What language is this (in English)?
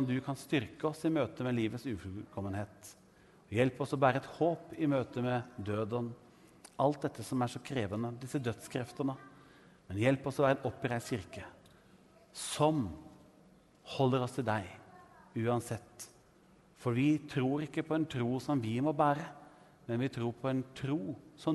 Norwegian